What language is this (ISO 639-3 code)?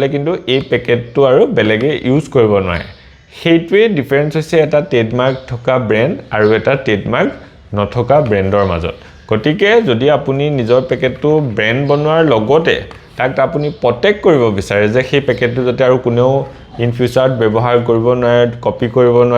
asm